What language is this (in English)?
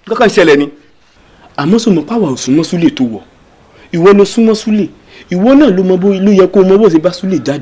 Yoruba